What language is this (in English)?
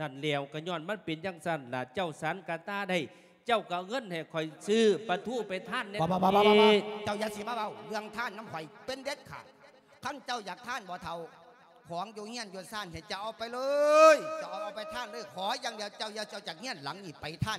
Lao